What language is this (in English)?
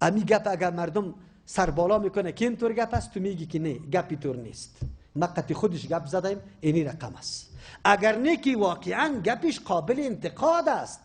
Persian